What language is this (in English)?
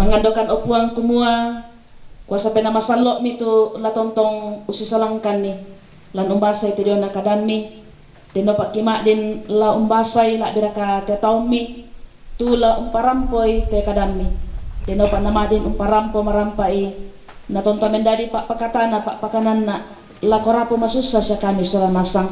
Toraja-Sa'dan